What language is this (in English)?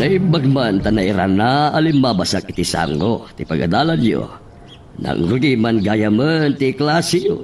Iloko